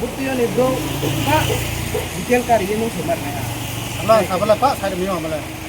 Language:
Riang (India)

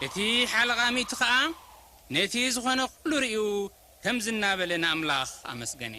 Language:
Tigrinya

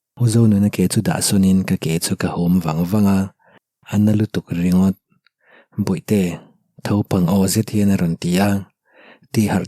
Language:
Mizo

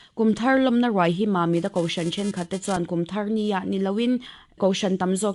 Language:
Mizo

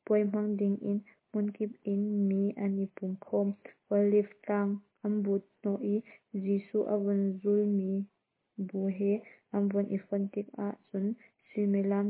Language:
Hakha Chin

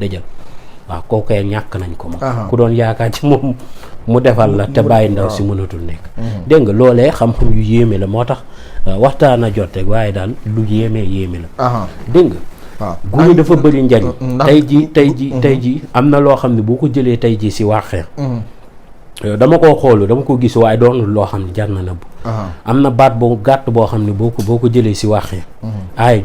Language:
Wolof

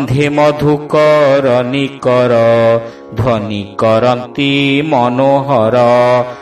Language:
Odia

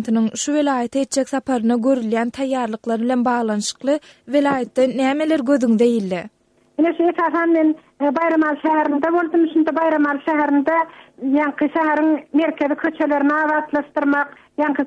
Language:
Turkmen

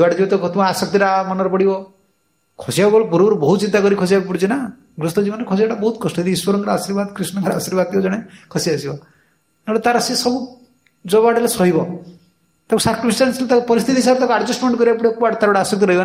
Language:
Odia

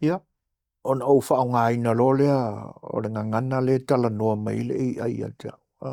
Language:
Samoan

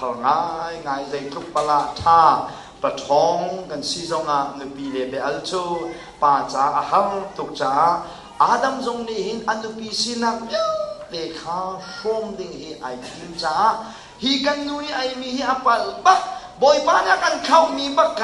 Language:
Hakha Chin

